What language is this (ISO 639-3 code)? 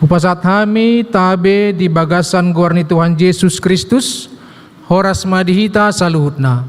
bbc